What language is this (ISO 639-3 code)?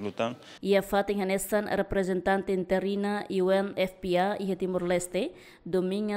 tet